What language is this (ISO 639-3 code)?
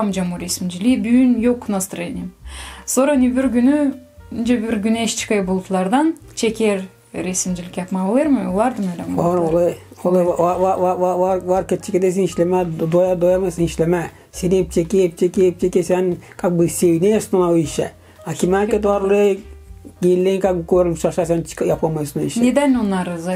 gag